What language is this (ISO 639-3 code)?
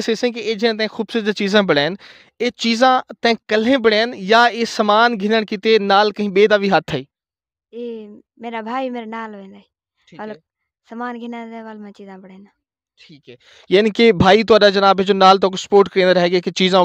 skr